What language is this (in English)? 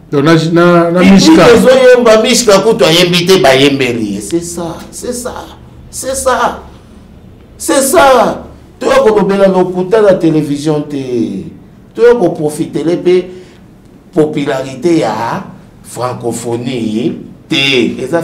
Lingala